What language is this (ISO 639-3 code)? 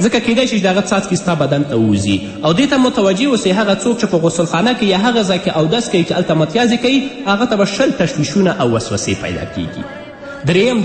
pus